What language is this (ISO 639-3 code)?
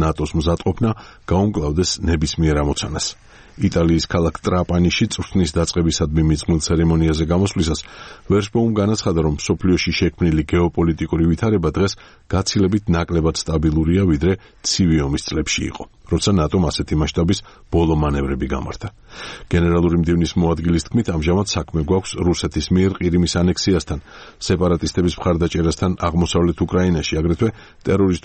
kat